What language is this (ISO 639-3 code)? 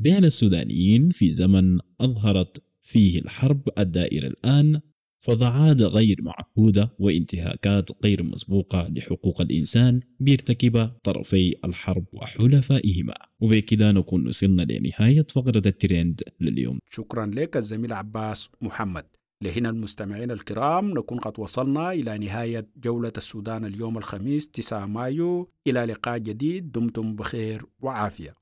apd